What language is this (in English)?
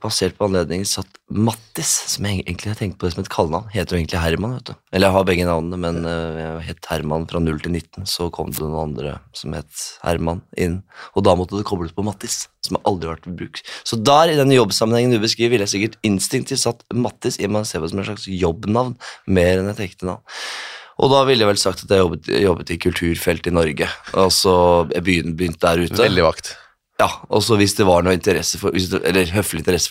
Norwegian